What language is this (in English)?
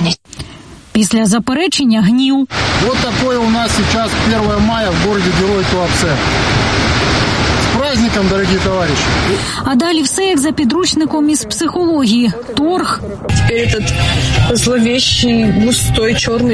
Ukrainian